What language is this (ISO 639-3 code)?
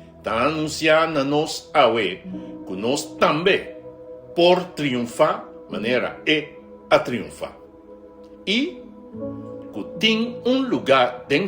pap